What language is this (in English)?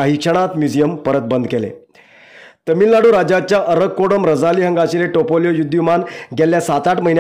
Konkani